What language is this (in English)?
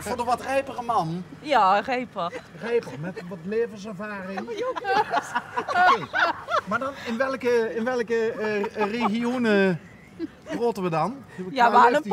Limburgish